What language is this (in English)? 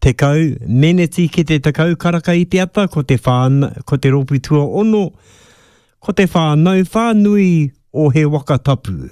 Māori